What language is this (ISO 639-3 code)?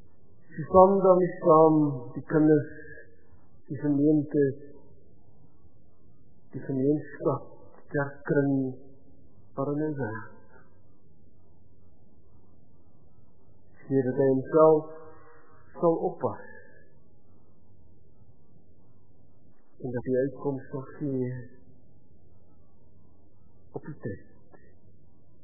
afr